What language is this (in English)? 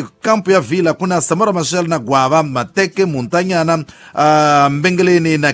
Tsonga